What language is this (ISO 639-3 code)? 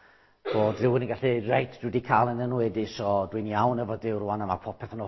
cym